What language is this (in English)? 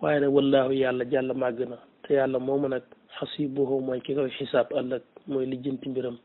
Wolof